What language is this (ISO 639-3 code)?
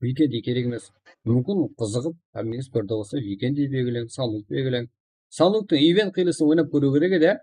kaa